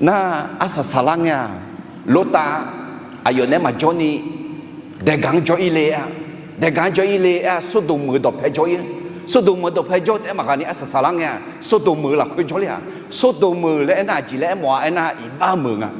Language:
Akha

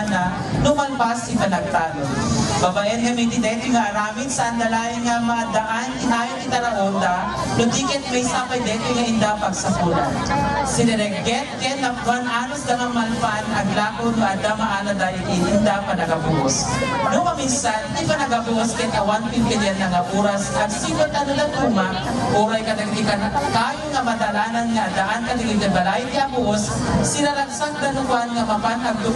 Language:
Iloko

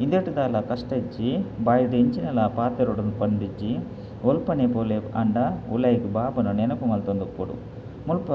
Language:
Tulu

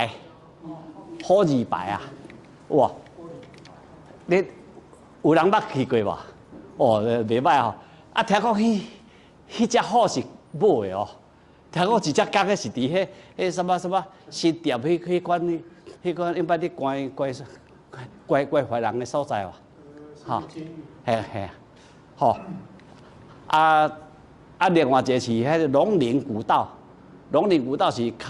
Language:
Min Nan Chinese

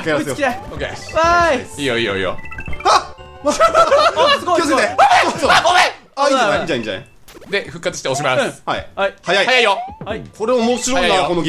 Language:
Japanese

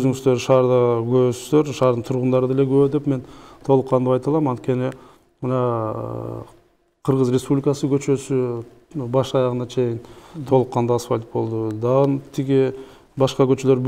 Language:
Kyrgyz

